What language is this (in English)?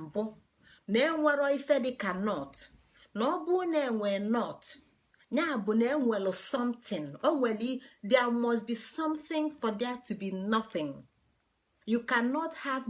Igbo